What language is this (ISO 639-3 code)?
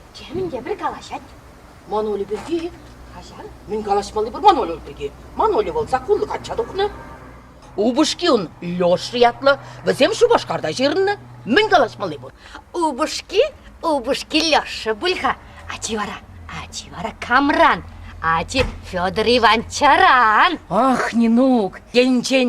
chv